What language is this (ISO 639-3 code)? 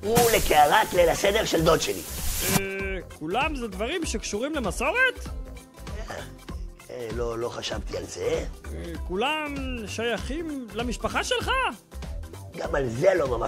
heb